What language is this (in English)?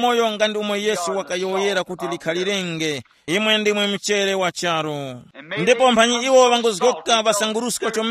Tumbuka